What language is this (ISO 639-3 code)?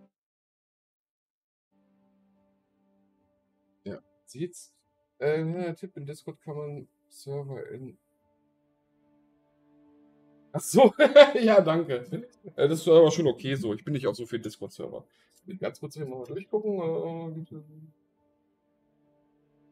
deu